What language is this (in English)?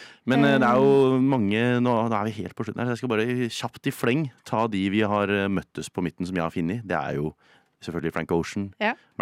Norwegian